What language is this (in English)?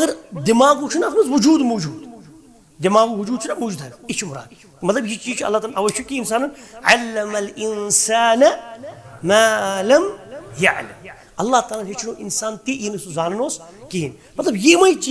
Kashmiri